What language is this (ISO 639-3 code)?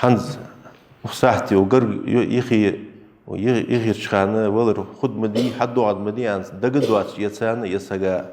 inh